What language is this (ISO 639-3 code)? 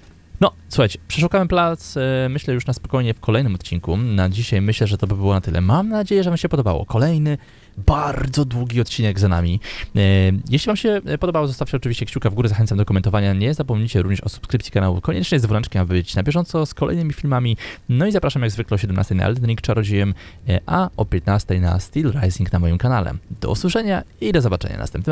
pol